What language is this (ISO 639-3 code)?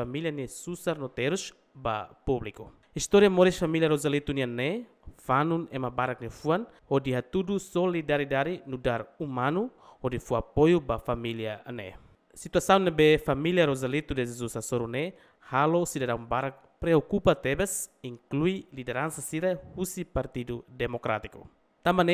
tet